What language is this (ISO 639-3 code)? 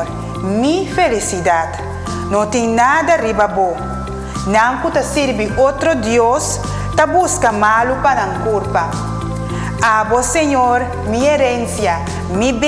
pap